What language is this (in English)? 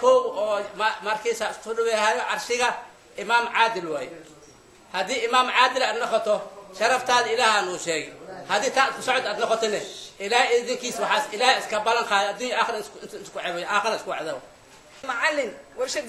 Somali